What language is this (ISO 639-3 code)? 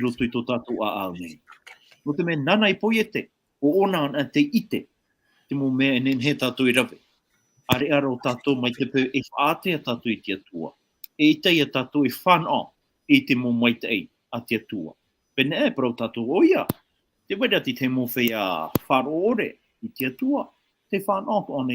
tah